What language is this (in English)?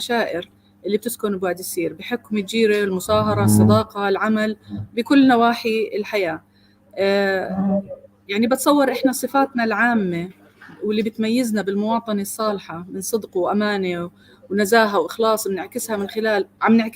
North Levantine Arabic